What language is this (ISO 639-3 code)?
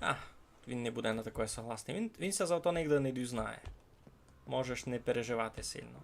rue